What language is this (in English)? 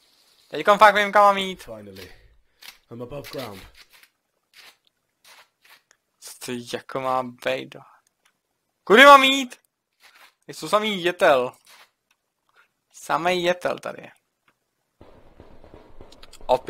Czech